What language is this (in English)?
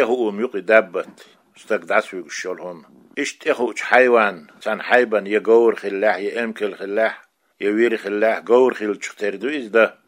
Chechen